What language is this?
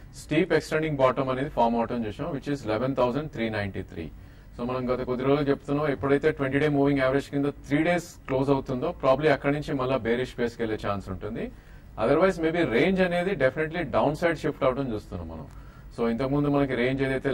Telugu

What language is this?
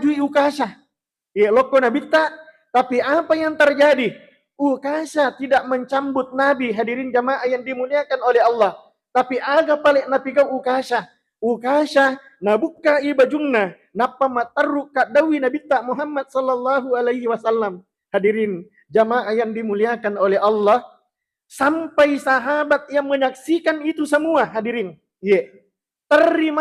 Buginese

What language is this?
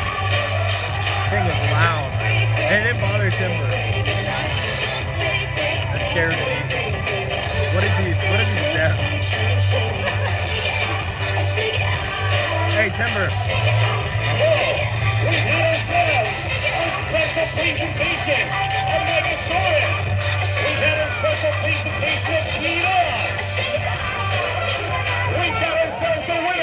English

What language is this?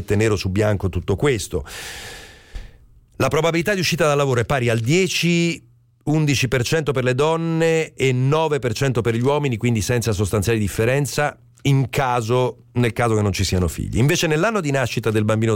Italian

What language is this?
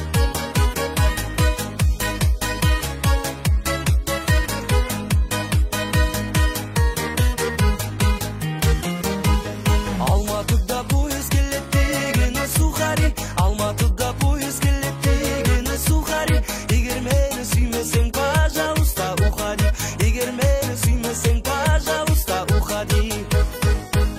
Kazakh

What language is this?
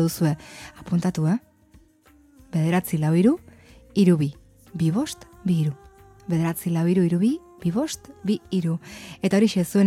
Basque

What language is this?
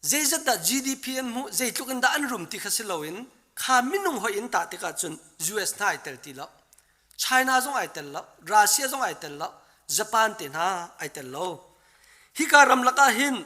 Hakha Chin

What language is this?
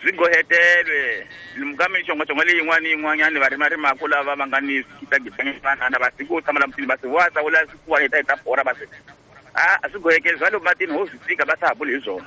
Tsonga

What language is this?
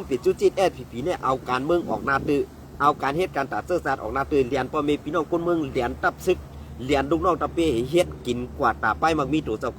Shan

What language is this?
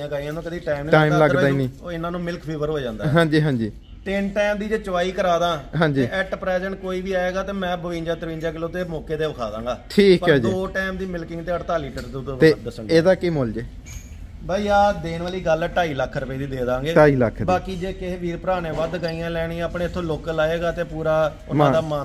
Punjabi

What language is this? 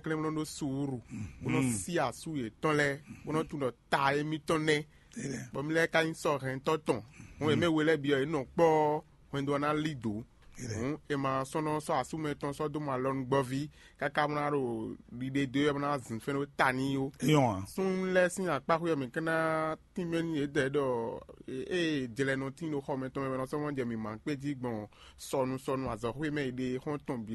Fon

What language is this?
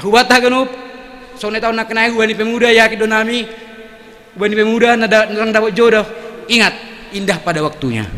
Batak Simalungun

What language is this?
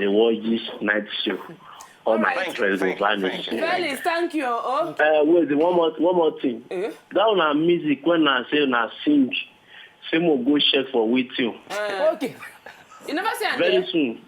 Nigerian Pidgin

